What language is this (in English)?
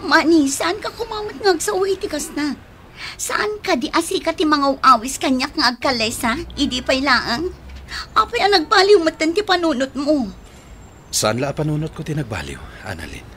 Iloko